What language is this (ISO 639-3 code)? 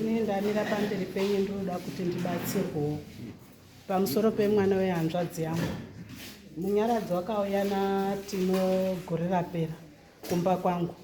sna